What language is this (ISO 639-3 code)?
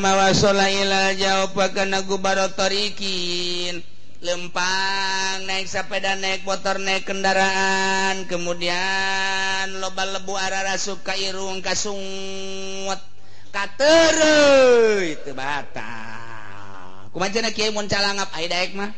sun